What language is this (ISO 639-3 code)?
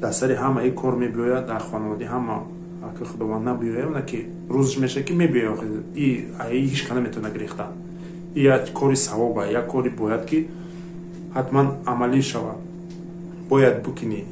tgk